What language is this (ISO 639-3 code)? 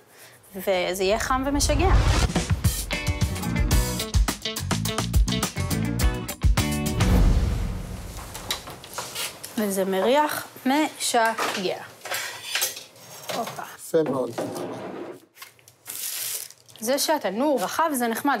heb